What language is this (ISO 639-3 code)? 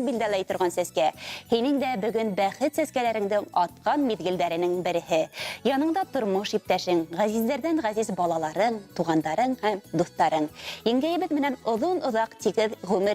bak